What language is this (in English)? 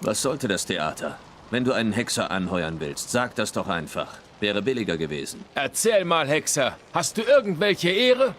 Swiss German